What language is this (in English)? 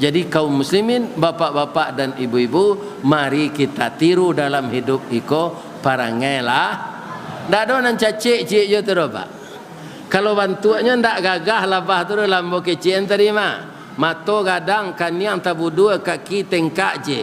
Minangkabau